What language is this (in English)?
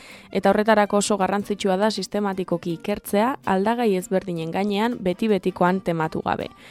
Basque